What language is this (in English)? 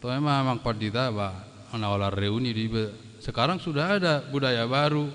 Batak Toba